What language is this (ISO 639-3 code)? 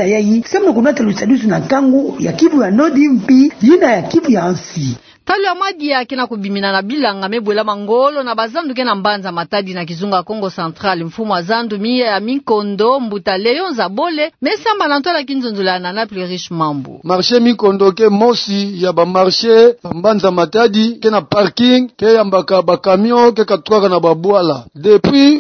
ktu